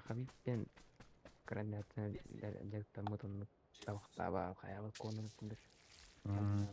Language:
Yakut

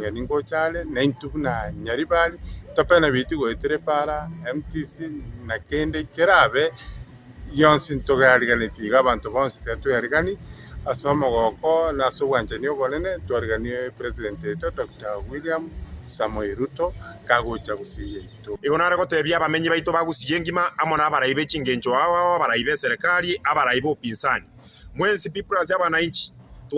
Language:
Gusii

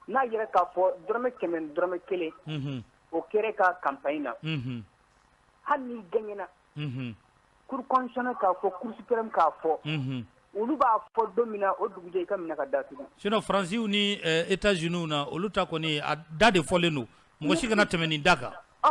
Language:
Bambara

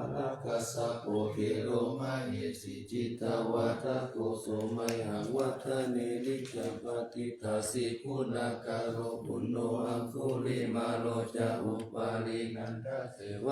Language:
Pali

